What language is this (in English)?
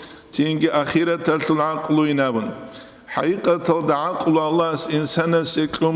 Avaric